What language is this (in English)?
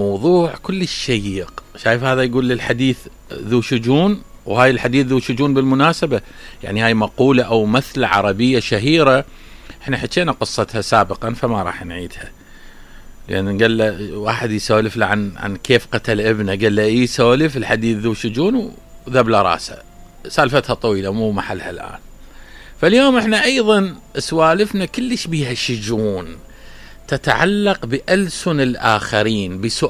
Mesopotamian Arabic